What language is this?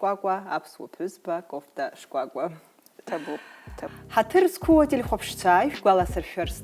Abkhazian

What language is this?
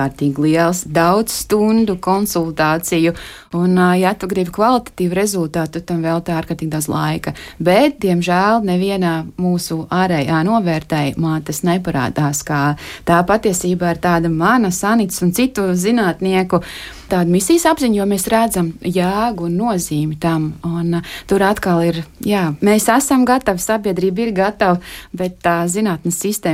Latvian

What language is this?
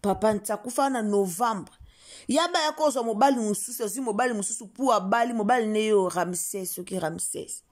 Lingala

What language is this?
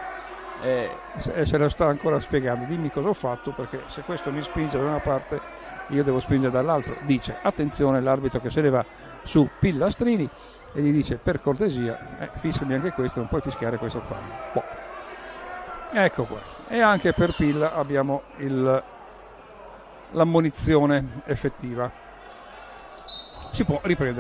Italian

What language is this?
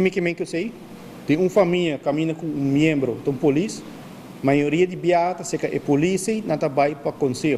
Papiamento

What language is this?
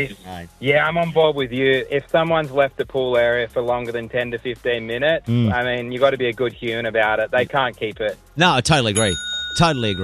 English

